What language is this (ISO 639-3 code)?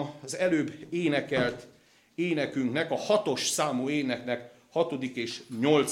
hun